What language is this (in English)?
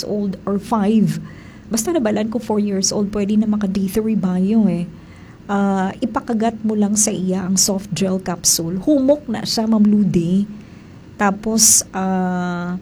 Hiligaynon